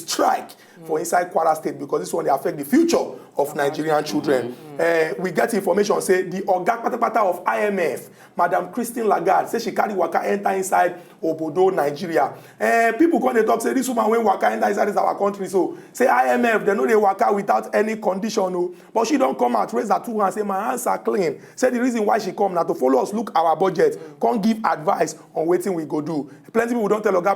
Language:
Nigerian Pidgin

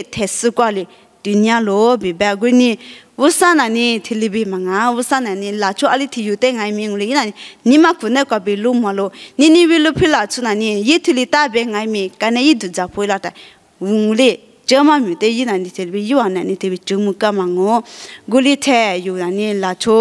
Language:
Lisu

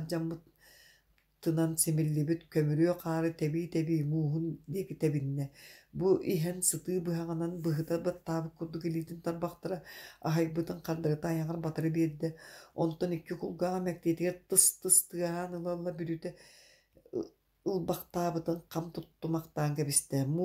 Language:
Yakut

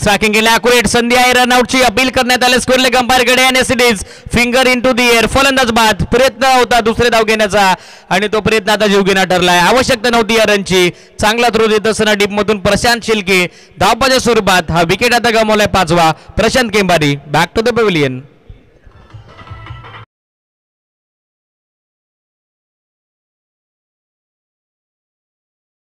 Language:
Marathi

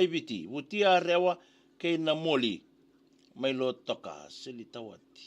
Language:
Fijian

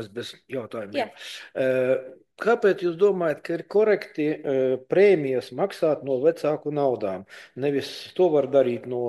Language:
Latvian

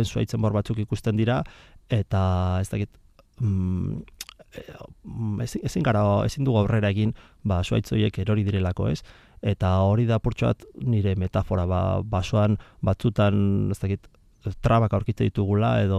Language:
Basque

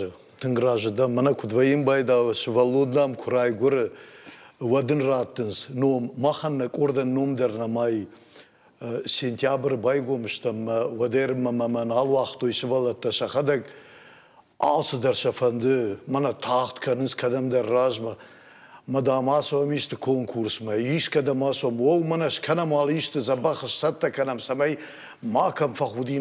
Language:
Ossetic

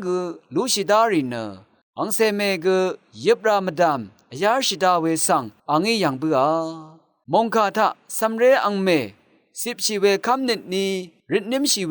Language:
Rawang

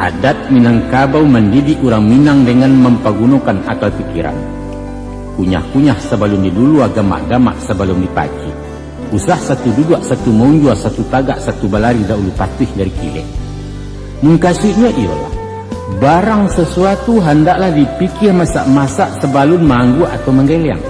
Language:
Minangkabau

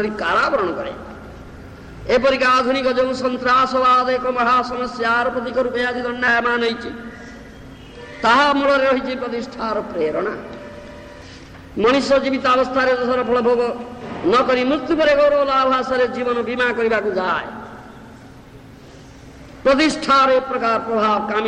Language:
Odia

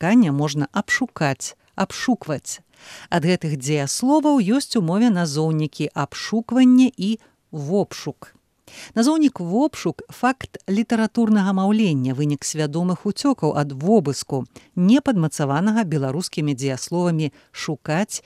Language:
Belarusian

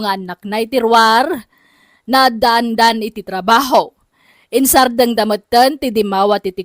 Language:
Iloko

